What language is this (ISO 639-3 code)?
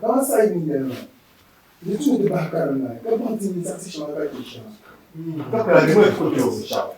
dag